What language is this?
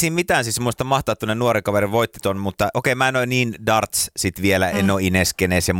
Finnish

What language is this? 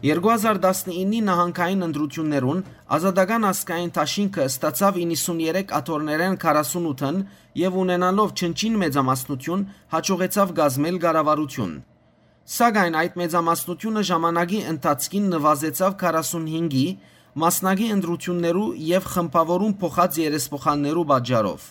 Western Armenian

